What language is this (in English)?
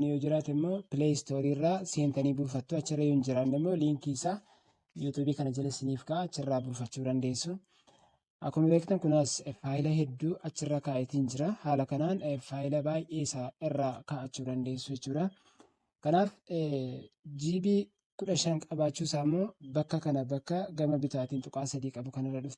Oromo